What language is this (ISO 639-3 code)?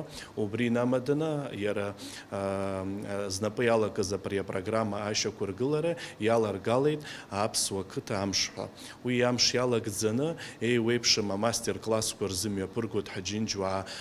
abk